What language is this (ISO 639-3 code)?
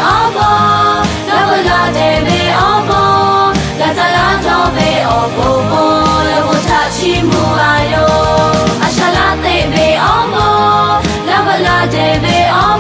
lhu